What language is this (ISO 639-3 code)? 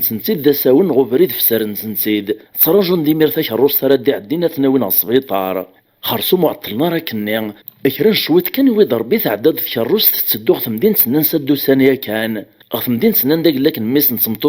kab